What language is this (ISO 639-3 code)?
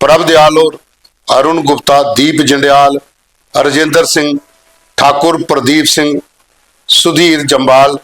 doi